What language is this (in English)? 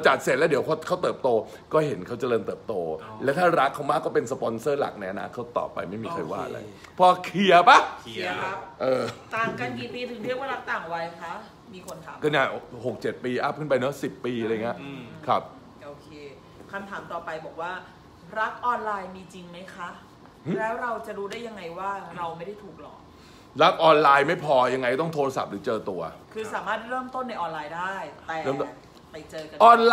Thai